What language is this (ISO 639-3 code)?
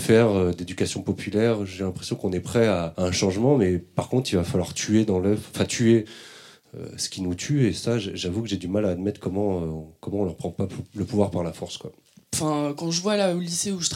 fra